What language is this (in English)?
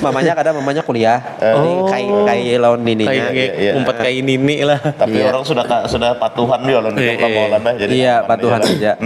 Banjar